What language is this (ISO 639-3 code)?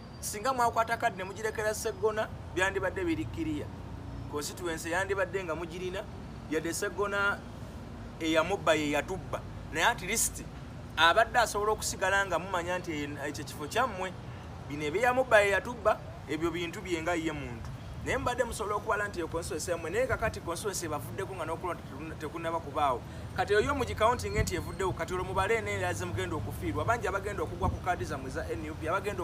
lug